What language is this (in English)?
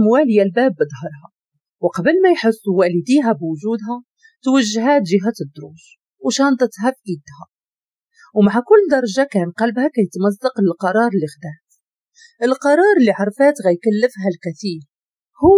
Moroccan Arabic